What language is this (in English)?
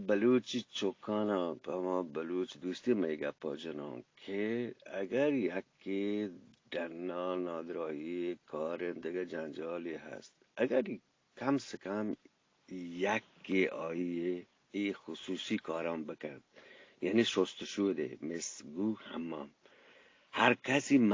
Eastern Balochi